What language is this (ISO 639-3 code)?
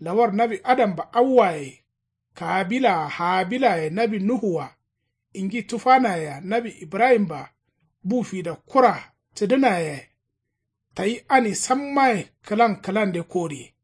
kau